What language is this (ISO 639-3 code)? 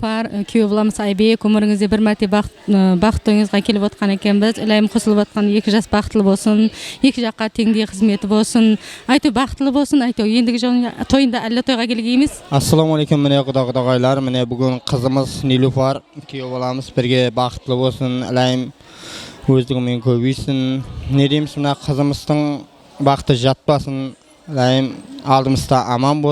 kaa